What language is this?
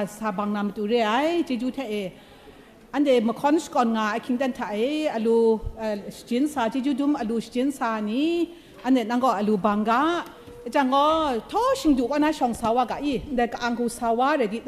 Kachin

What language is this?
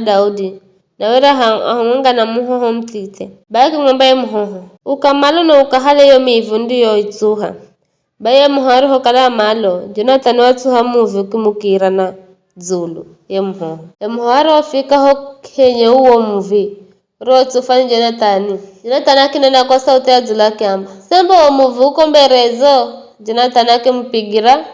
Giryama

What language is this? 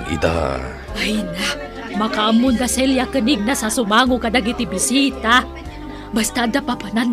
Iloko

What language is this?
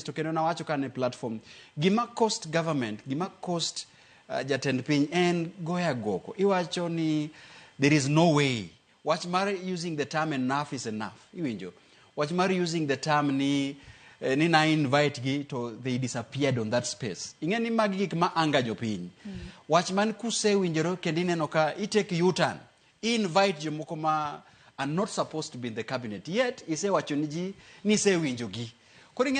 Luo (Kenya and Tanzania)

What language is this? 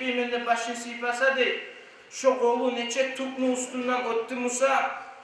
Kumyk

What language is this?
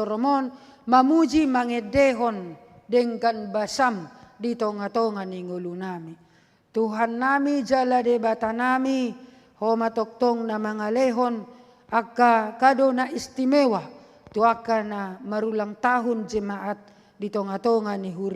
Batak Toba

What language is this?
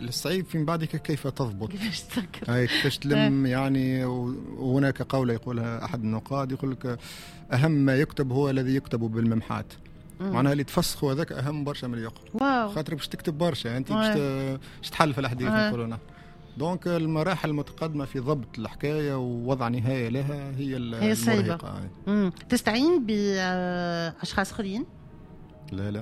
Tunisian Arabic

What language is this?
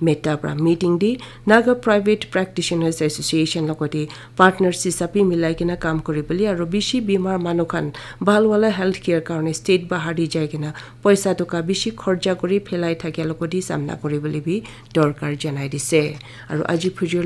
Naga Pidgin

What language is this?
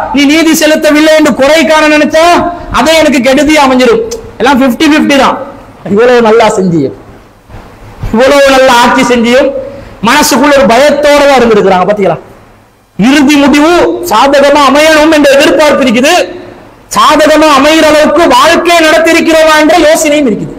Tamil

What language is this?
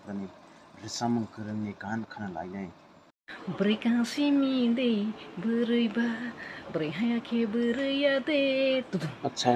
Kok Borok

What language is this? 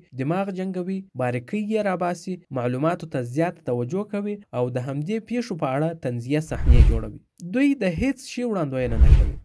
Pashto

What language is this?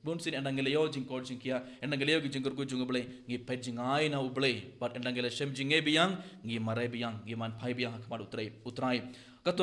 Khasi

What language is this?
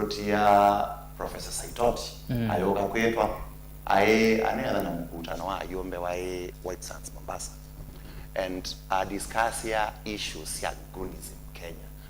Kamba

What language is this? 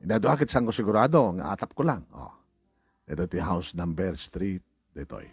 Iloko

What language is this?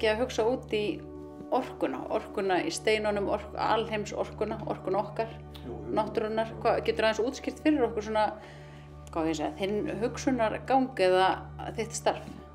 Icelandic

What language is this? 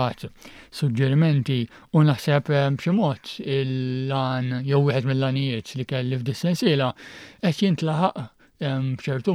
Maltese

